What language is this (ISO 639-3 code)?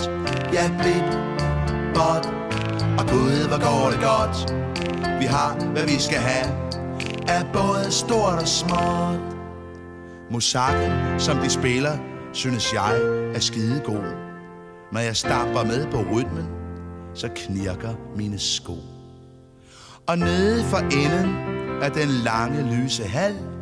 dan